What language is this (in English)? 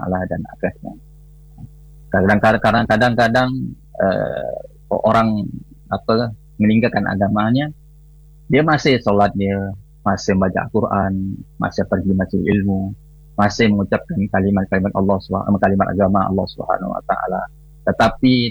Malay